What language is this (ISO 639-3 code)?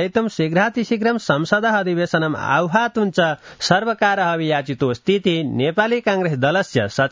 san